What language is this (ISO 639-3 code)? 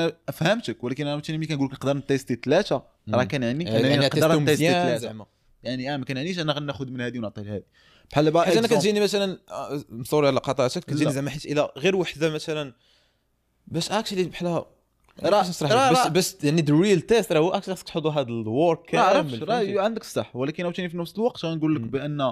ary